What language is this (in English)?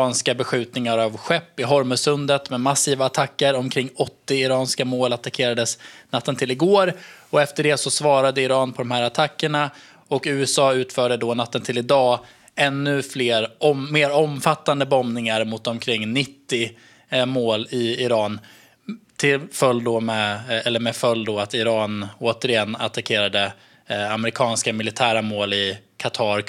Swedish